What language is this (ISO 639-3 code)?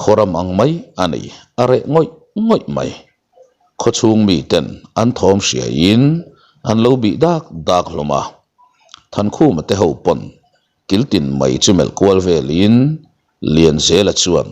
lus